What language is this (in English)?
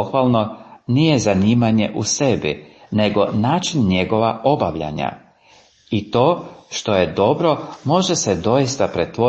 Croatian